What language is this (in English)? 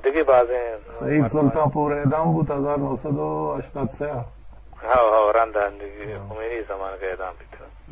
Eastern Balochi